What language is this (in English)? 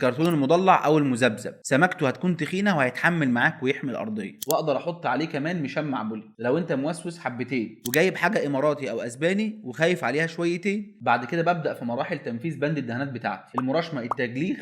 Egyptian Arabic